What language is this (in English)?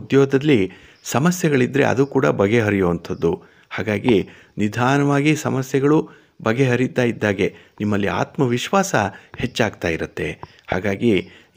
Kannada